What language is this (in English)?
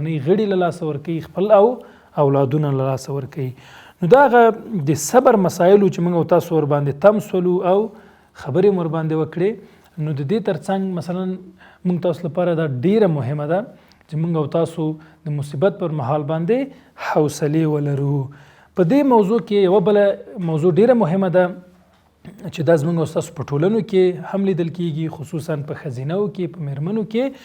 Pashto